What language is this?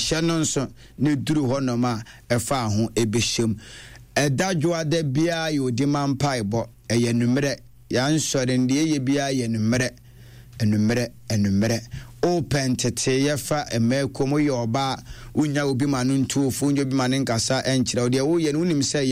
Akan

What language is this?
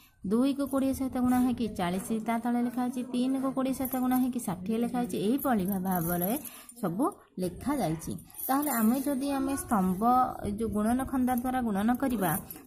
Odia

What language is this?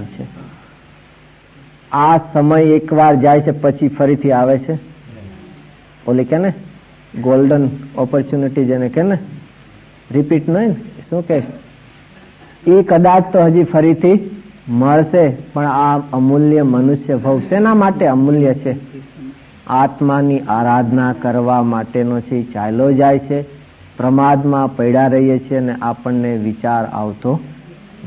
Gujarati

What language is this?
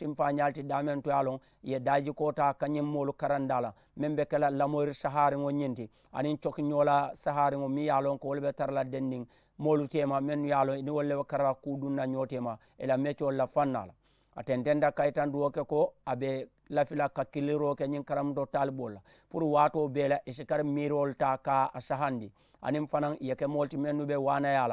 Mandingo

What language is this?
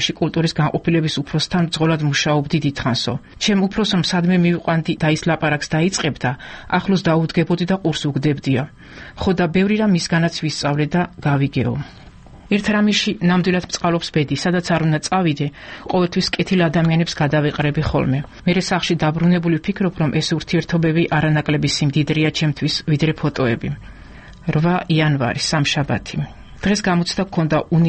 Georgian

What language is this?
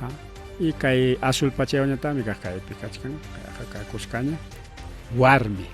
Ayacucho Quechua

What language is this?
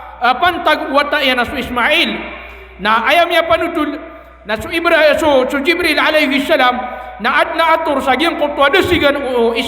Maranao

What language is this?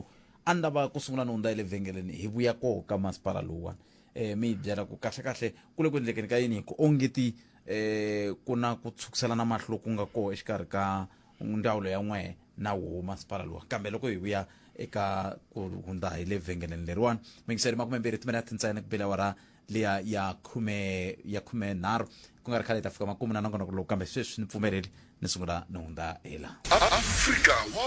Tsonga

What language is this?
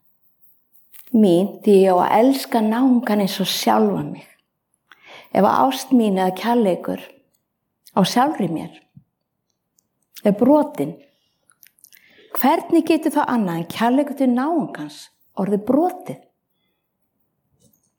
Icelandic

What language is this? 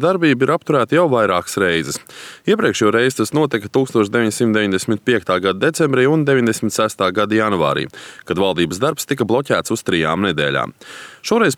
Latvian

